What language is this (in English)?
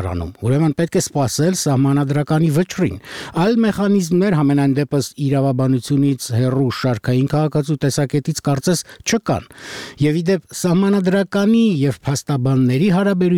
Armenian